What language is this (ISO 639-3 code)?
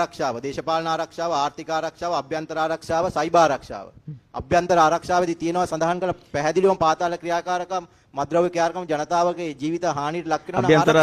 sin